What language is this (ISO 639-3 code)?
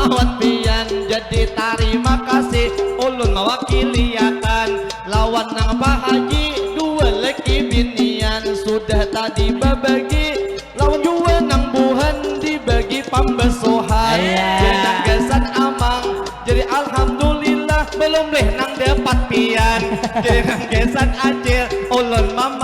bjn